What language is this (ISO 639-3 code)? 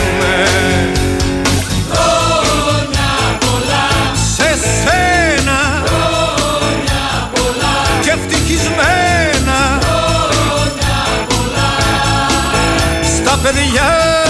ell